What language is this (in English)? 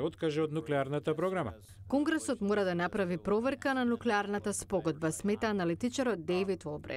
Macedonian